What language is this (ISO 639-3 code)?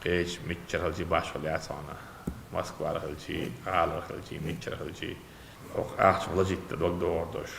che